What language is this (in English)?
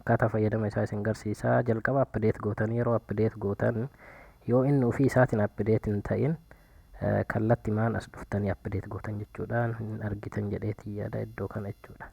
Oromo